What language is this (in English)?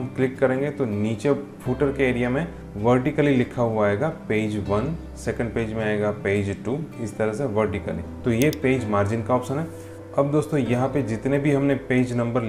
Hindi